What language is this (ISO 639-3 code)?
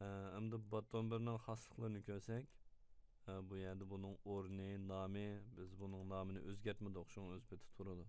uig